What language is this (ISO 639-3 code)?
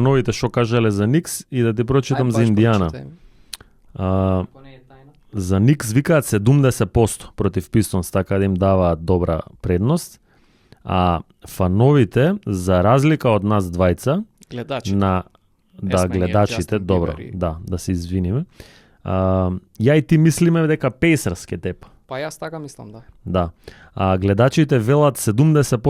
mkd